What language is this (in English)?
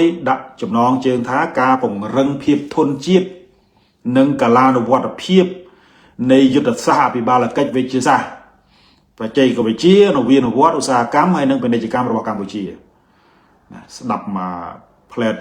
Khmer